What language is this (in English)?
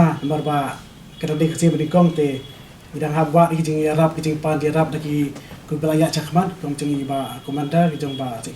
Khasi